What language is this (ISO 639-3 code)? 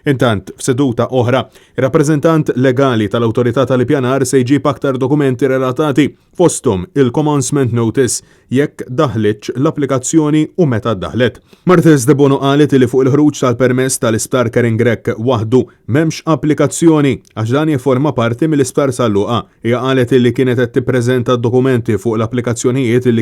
mlt